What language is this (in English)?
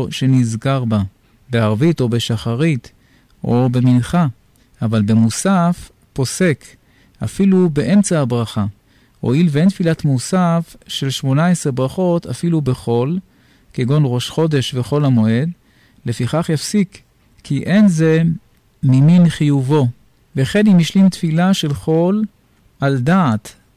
Hebrew